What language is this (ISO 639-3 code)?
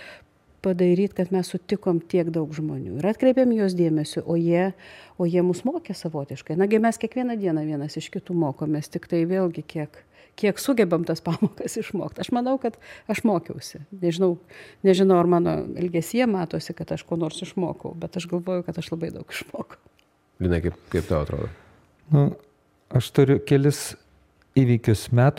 lit